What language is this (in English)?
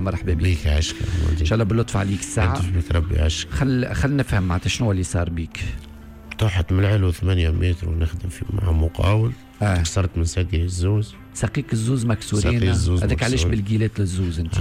Tunisian Arabic